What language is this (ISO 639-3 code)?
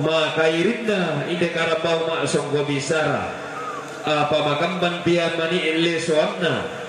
sda